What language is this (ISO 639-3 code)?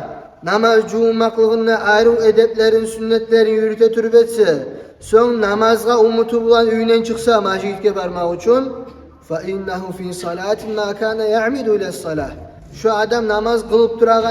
kum